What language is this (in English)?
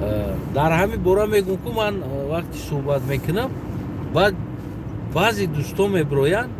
Tajik